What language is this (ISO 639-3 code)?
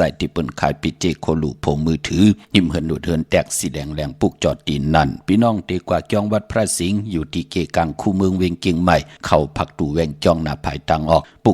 shn